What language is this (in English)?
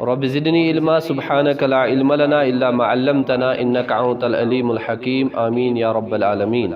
Kashmiri